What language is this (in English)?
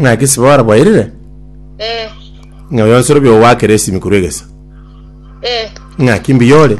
Gusii